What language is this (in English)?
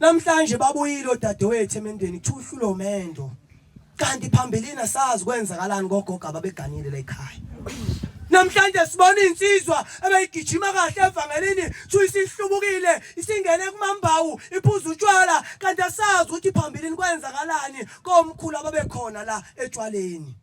Zulu